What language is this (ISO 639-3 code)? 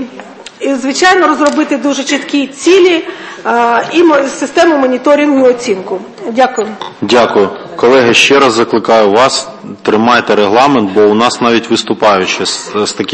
ukr